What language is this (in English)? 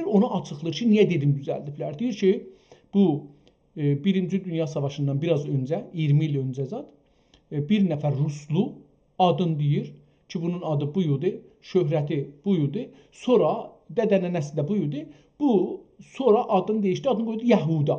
South Azerbaijani